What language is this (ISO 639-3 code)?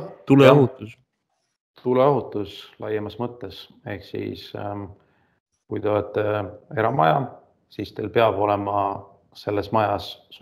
est